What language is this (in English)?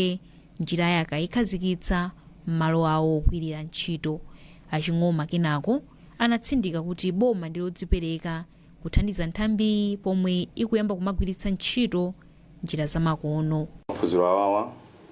Nyanja